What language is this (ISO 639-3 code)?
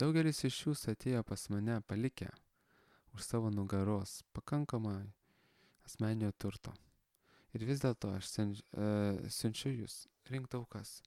lit